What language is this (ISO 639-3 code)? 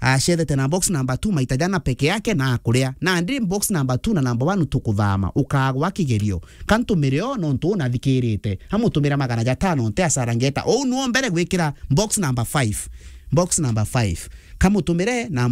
mer